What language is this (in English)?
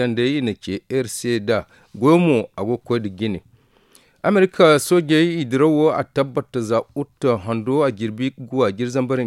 Zarma